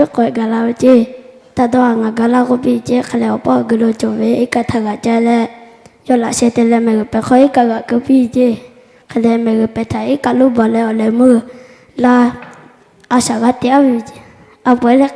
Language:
Lahu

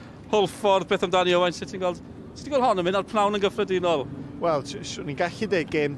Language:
Welsh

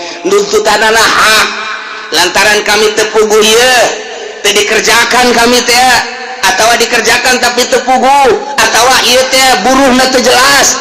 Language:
Sundanese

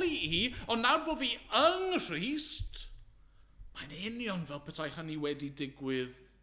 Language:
Welsh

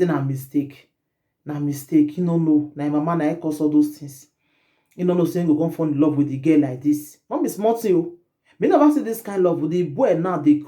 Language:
Nigerian Pidgin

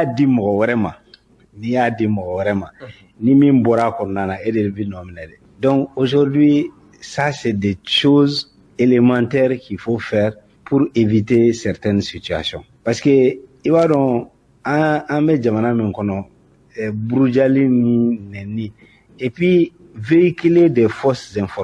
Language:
Bambara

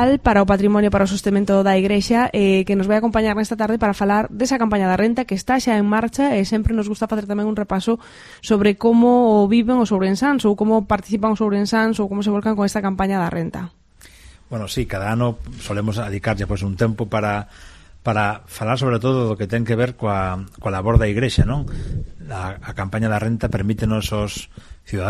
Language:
Galician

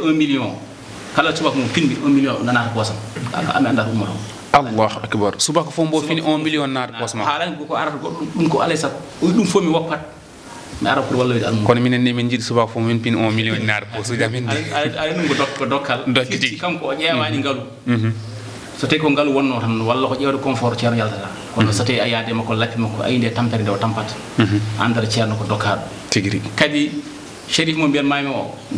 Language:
Fula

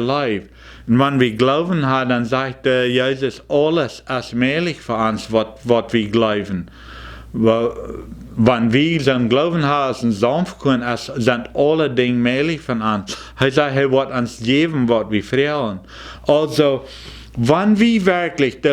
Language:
Plautdietsch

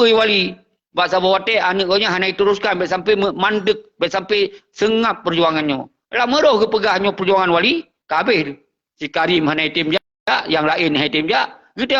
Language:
Achinese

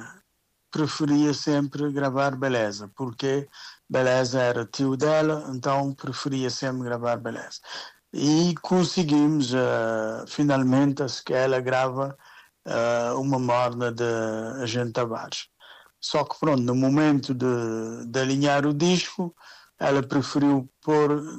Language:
Portuguese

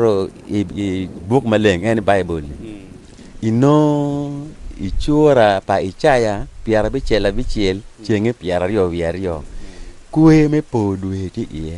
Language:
Acoli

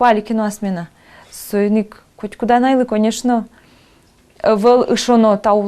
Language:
Udmurt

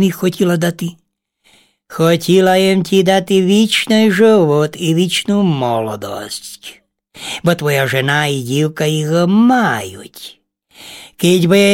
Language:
Rusyn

